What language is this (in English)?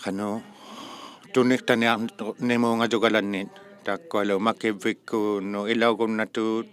Inuktitut